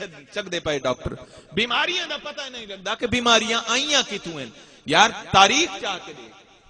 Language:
Saraiki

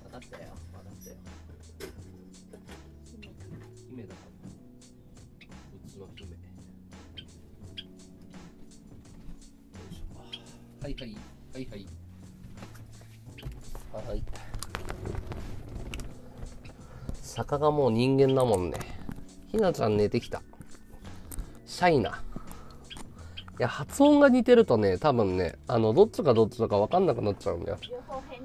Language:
Japanese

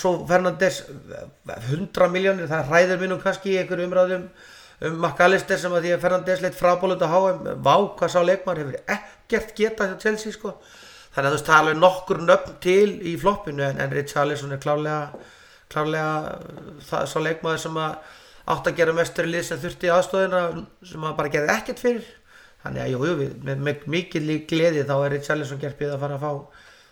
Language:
Icelandic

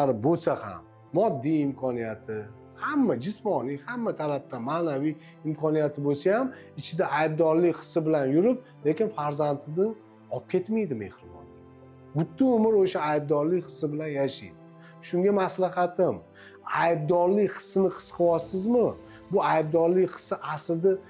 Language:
Uzbek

